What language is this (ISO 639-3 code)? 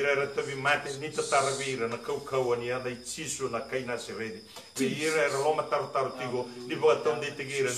fij